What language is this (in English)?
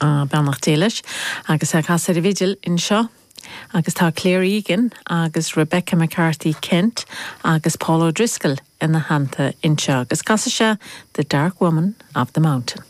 Irish